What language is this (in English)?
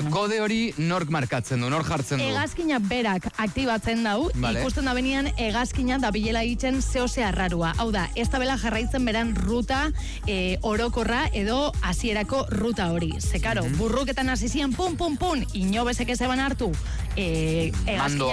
Basque